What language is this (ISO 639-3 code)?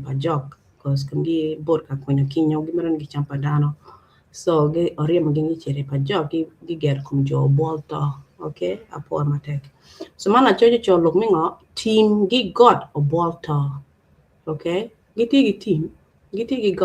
ach